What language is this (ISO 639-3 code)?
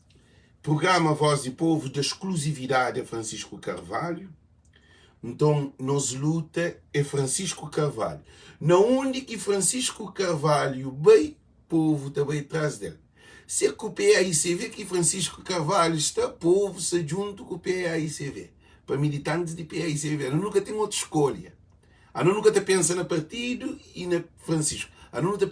kea